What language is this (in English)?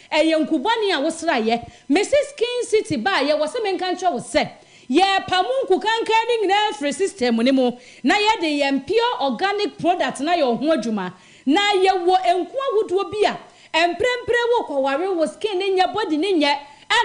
Akan